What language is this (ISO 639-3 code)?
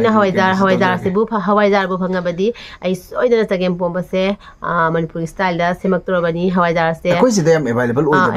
mni